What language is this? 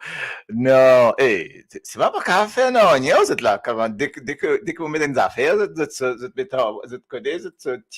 Morisyen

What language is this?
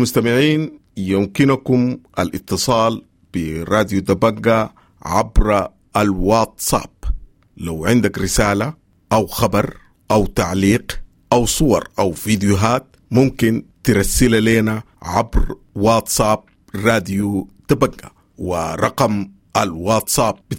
Sudanese Arabic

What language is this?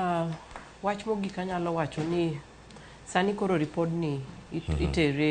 Luo (Kenya and Tanzania)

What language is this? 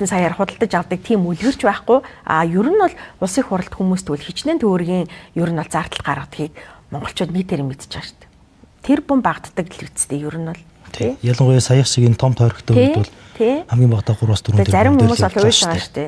Mongolian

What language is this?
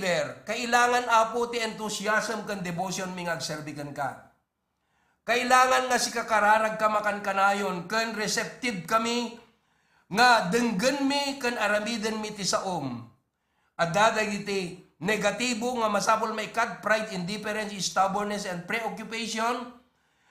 Iloko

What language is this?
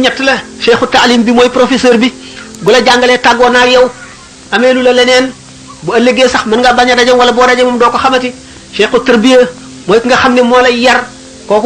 Wolof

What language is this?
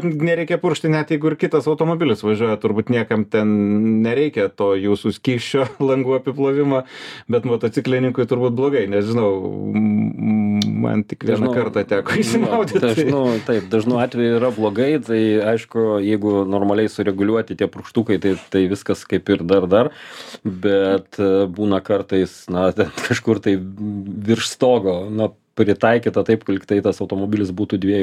Lithuanian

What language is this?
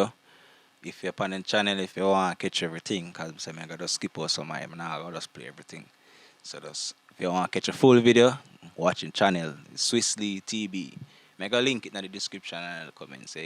Jamaican Creole English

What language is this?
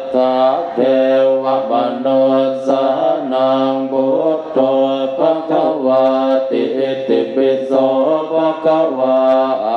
Pali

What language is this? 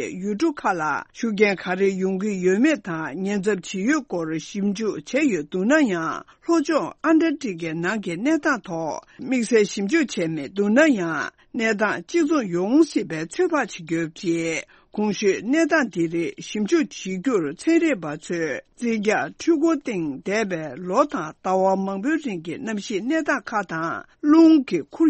Tibetan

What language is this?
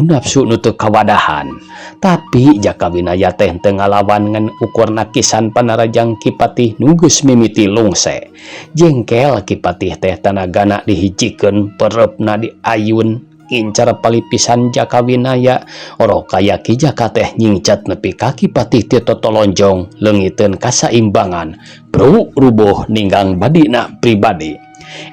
Sundanese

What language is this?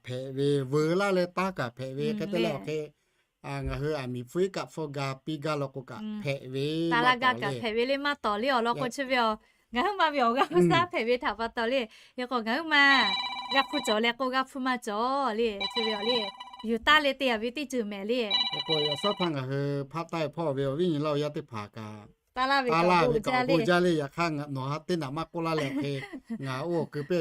Lahu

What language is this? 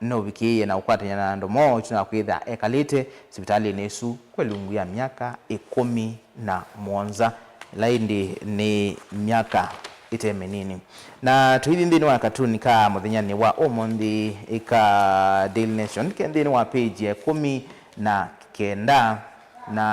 Kamba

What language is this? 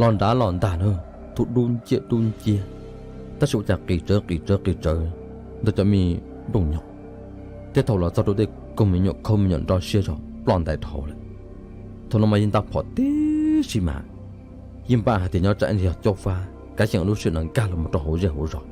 Hmong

